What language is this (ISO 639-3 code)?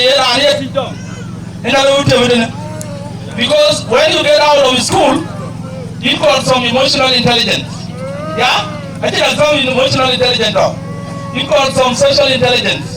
din